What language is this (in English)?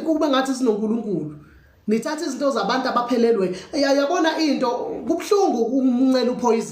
Zulu